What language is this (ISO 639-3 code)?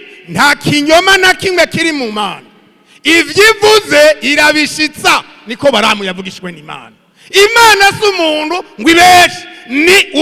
run